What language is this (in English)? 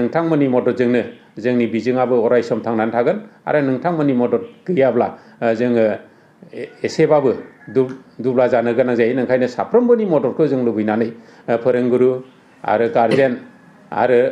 Bodo